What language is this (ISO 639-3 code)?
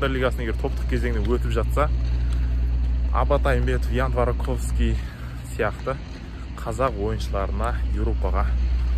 kaz